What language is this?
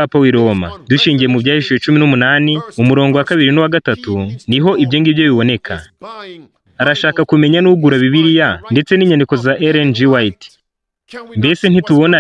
Kinyarwanda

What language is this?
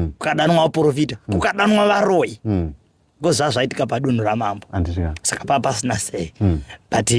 Shona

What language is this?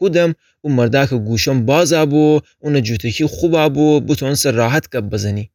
Gilaki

